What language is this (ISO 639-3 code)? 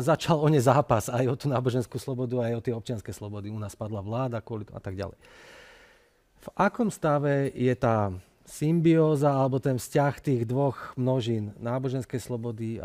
slk